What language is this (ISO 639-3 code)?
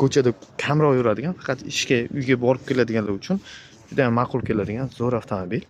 uzb